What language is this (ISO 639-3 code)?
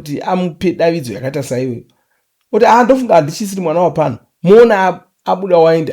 sna